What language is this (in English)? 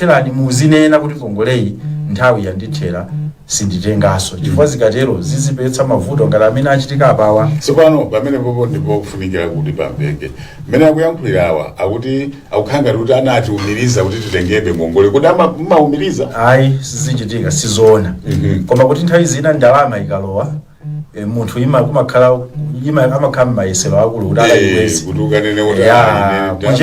Nyanja